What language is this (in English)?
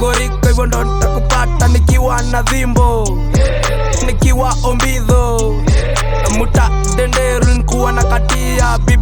Swahili